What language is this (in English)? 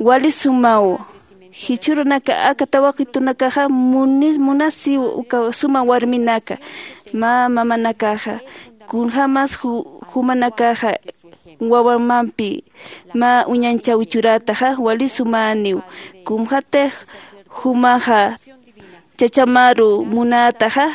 Aymara